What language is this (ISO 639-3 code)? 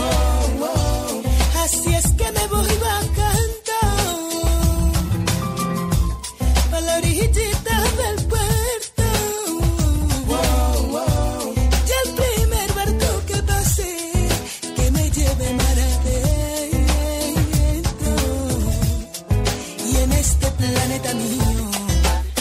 spa